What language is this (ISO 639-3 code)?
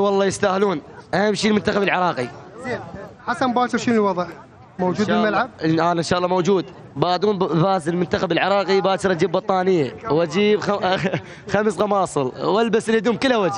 acm